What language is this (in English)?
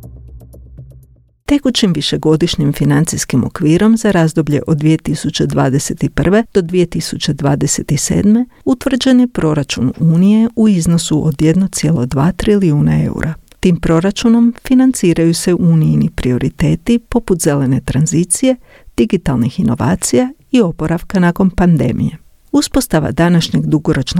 Croatian